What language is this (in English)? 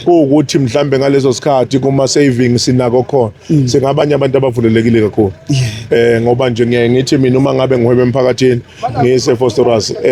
Zulu